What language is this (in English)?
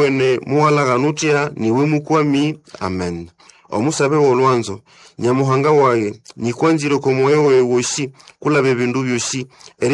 Nande